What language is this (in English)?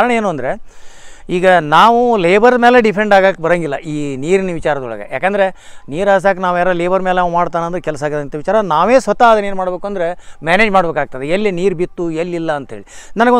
Kannada